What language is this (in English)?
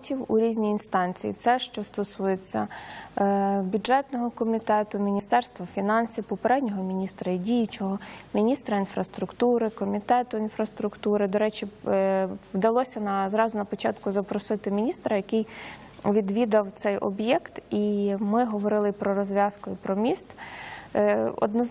Ukrainian